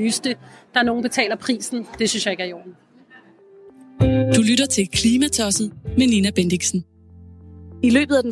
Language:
Danish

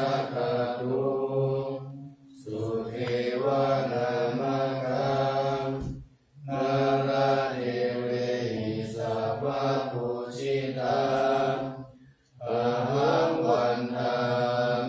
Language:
Pali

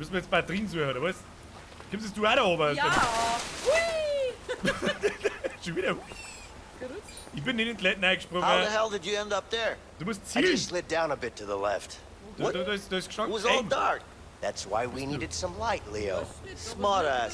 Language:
Bavarian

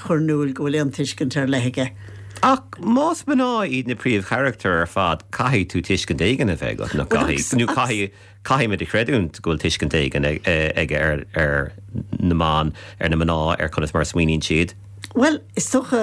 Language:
Irish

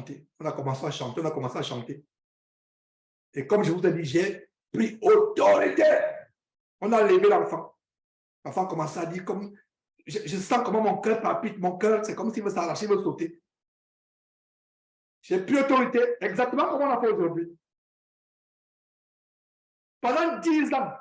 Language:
French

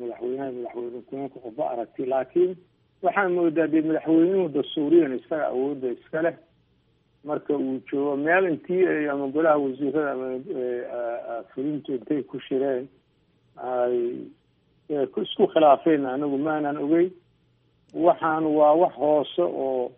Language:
Somali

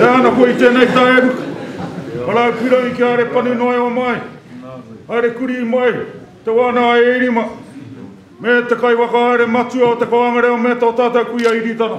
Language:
Māori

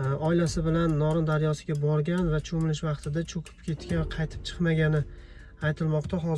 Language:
Uzbek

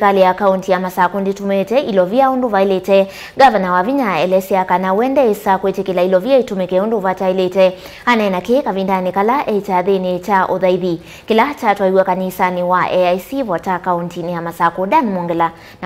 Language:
Kamba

